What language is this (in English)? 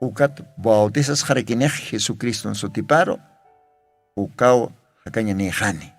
Aymara